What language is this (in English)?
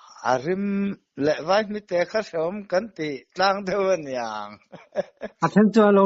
Mizo